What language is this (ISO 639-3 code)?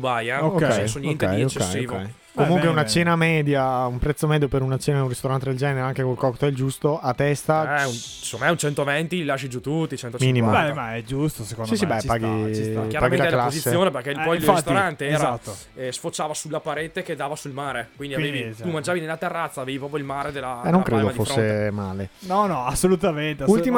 ita